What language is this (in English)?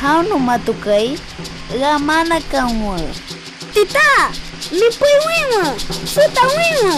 Shipibo-Conibo